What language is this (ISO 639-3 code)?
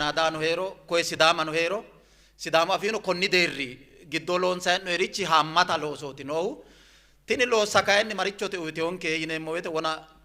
sid